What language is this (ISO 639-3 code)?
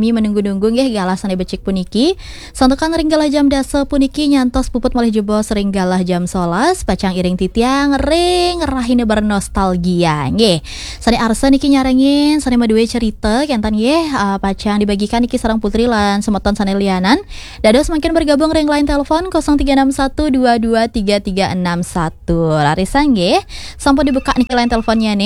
ban